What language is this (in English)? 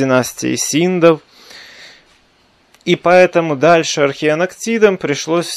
Russian